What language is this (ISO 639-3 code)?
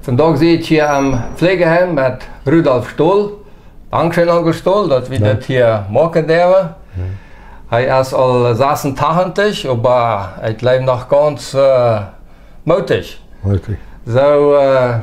pdt